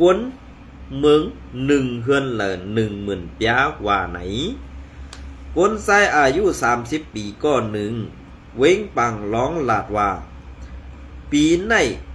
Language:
Shan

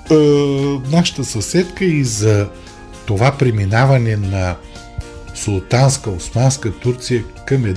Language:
Bulgarian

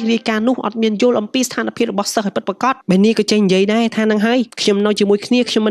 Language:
Khmer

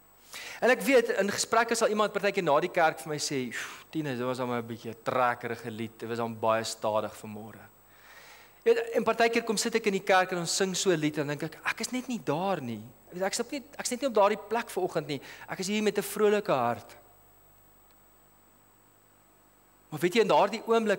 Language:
Afrikaans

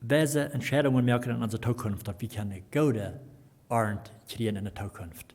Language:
Plautdietsch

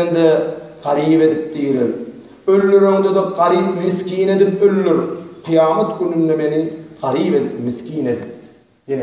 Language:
Turkmen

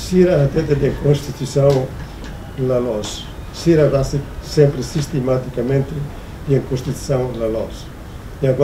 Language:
Tetum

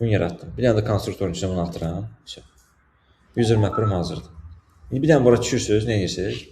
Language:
Azerbaijani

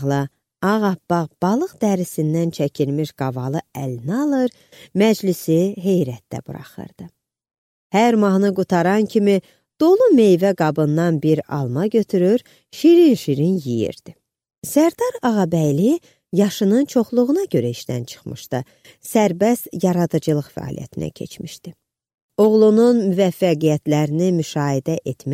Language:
Azerbaijani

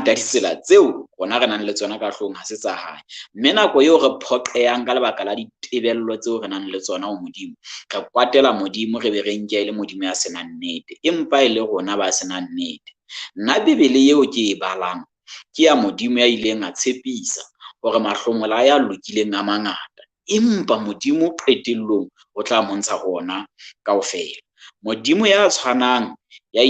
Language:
Southern Sotho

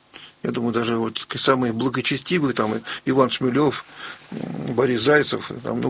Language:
Russian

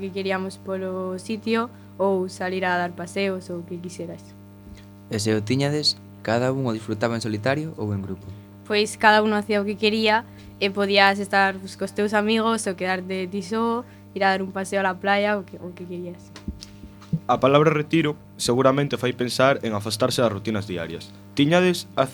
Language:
Galician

